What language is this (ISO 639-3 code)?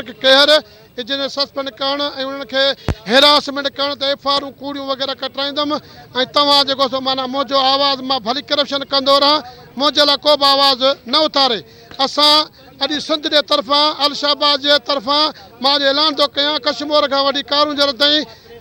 snd